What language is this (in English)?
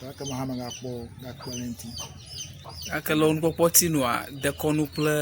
Ewe